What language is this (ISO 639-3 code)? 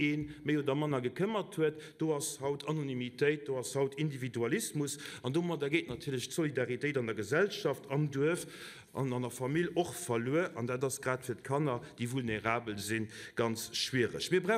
ltz